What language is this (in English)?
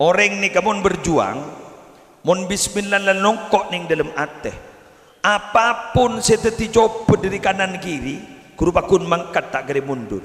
Madurese